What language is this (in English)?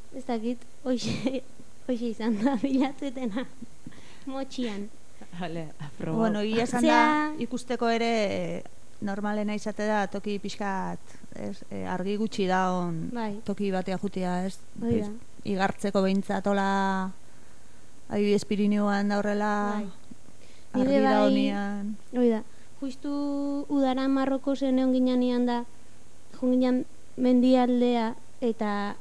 Basque